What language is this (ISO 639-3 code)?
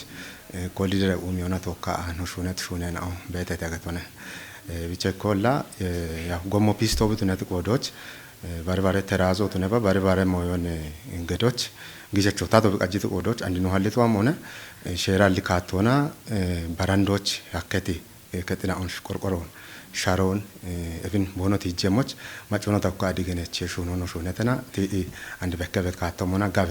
kbr